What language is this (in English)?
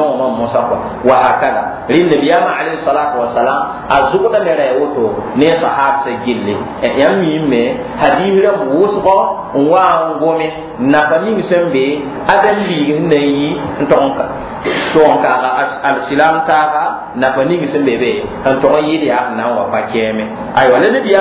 Mossi